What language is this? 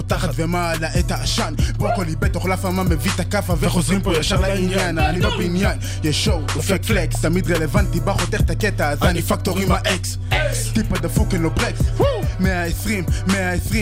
Hebrew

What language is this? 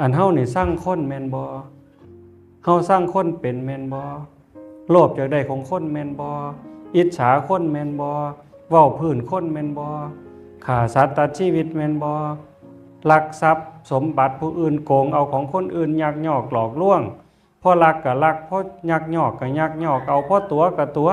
Northeastern Thai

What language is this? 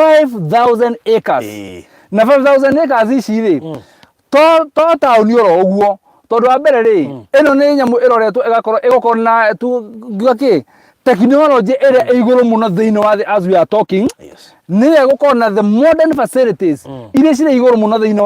Kikuyu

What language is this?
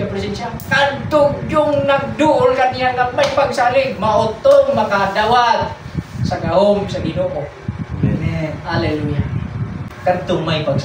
Cebuano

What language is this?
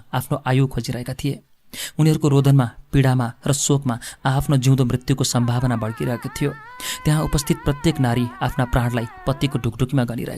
Nepali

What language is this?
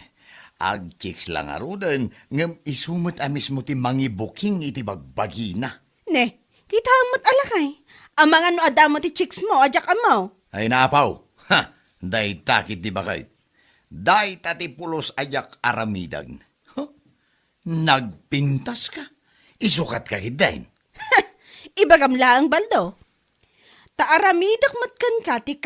Iloko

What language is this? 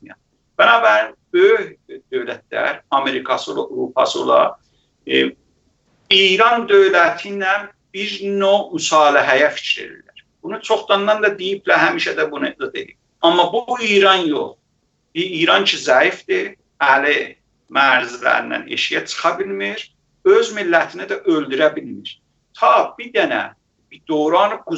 South Azerbaijani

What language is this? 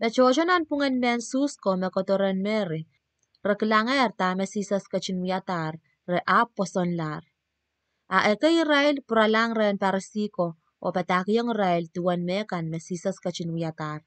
Pohnpeian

